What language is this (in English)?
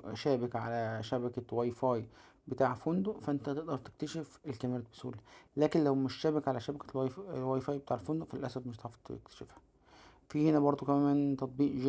Egyptian Arabic